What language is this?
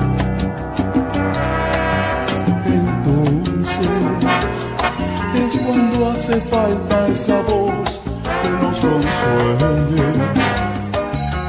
Spanish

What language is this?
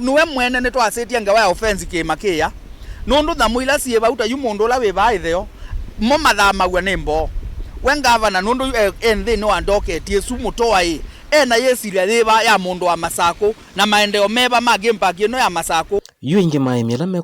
Kamba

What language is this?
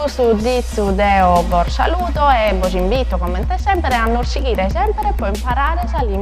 Sardinian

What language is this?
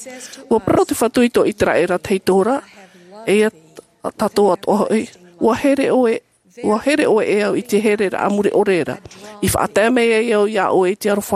Tahitian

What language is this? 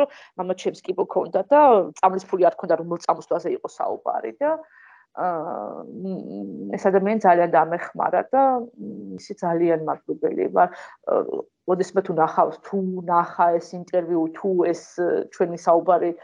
Georgian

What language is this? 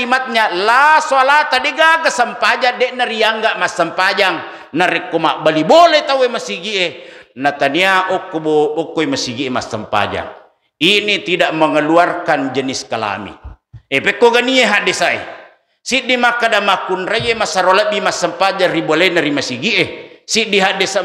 Buginese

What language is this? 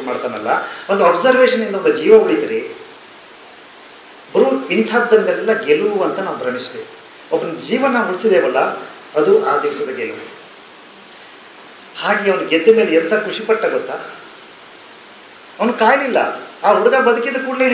Kannada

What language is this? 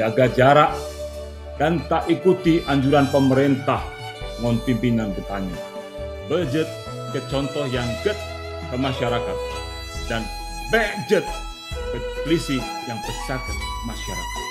Achinese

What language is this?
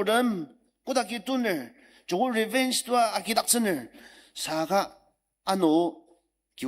Ao Naga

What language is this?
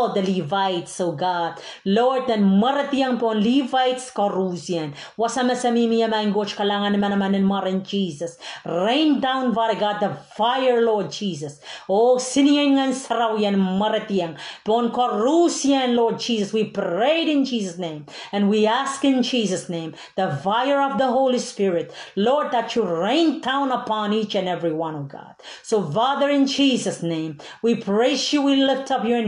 Pohnpeian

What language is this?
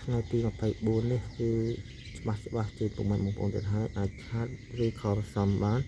Khmer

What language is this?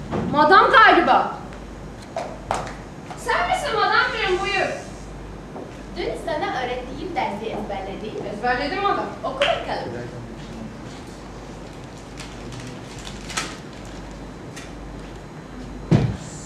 Turkish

